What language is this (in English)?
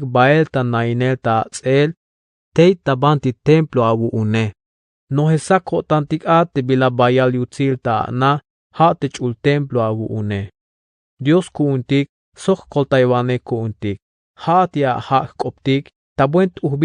Tzeltal